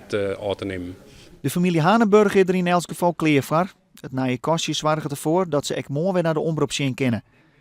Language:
Western Frisian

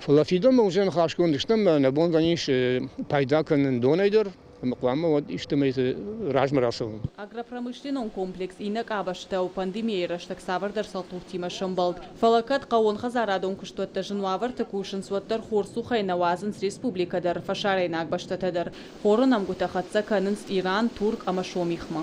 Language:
Ossetic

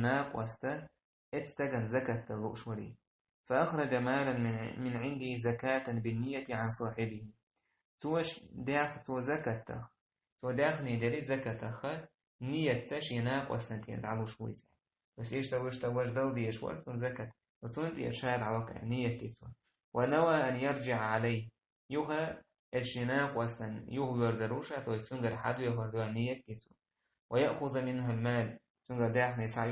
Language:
Chechen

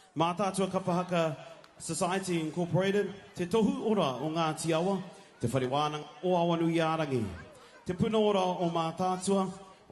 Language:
Māori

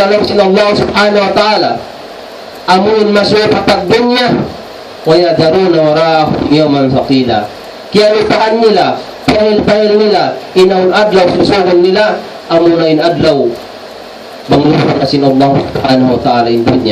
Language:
Tausug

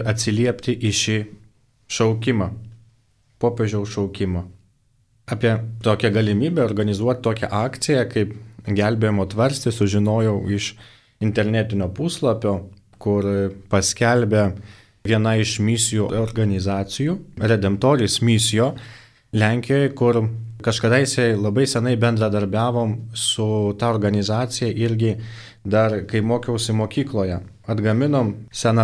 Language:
Lithuanian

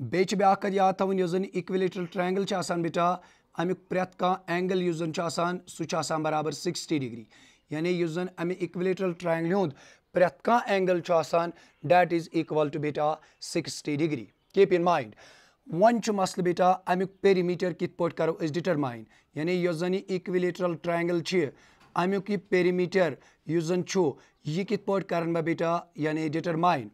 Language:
Kashmiri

